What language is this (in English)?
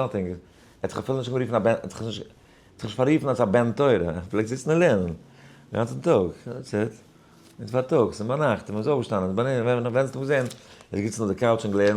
Yiddish